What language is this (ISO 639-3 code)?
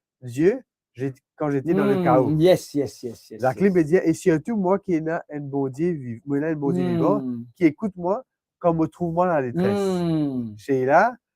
mfe